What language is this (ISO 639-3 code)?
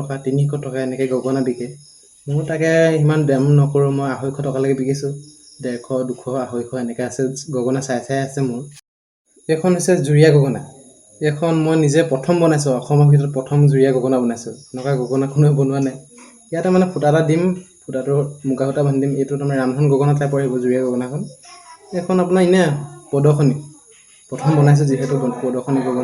asm